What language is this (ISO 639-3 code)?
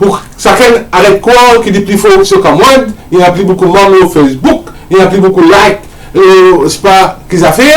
mfe